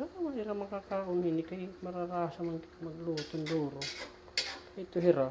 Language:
Waray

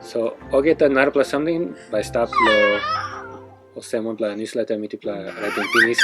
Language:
Tok Pisin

